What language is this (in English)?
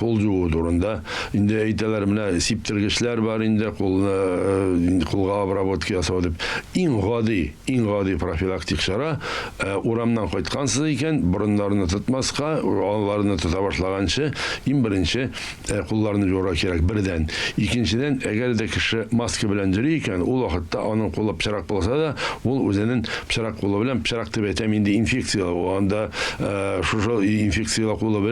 Tatar